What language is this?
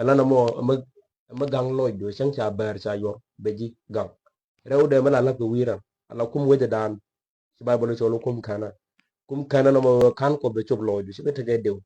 Nuer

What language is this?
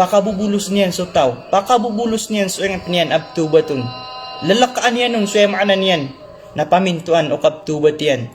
Maranao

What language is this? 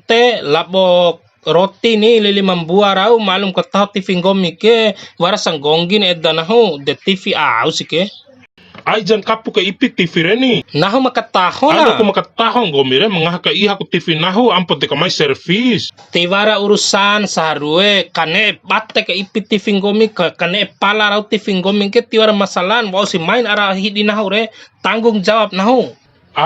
Bima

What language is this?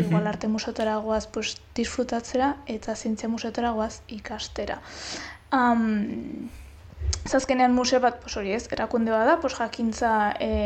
Basque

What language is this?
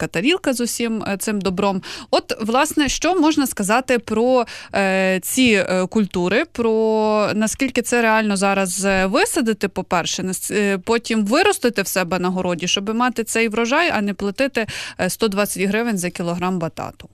Ukrainian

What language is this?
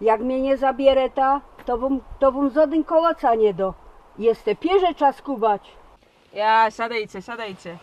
Silesian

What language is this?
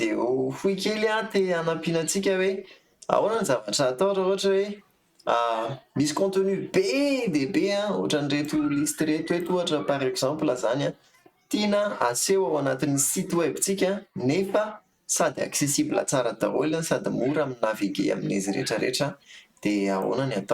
Malagasy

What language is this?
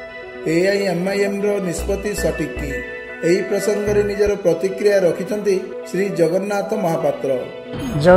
Odia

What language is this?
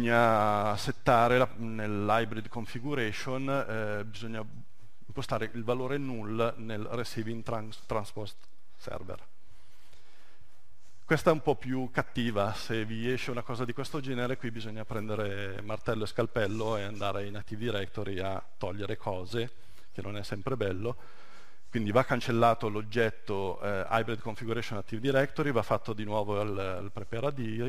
Italian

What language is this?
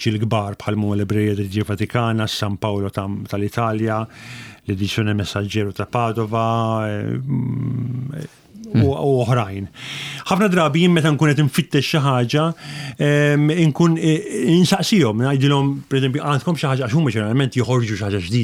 Maltese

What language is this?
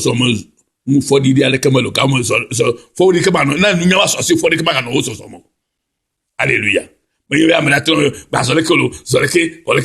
Ewe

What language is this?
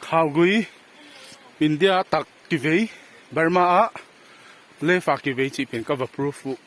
Paite Chin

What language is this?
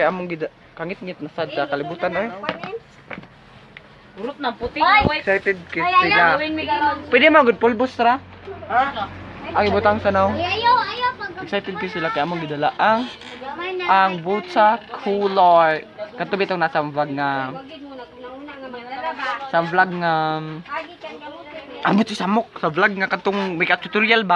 Cebuano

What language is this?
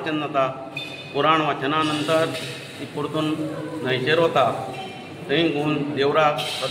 Konkani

